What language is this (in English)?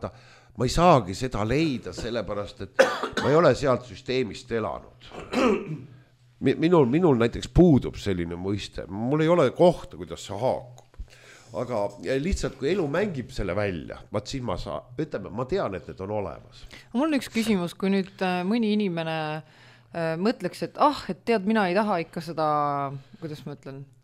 Estonian